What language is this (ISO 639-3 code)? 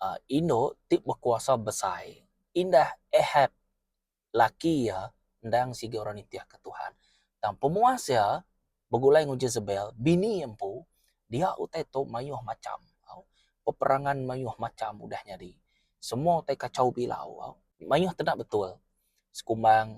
iba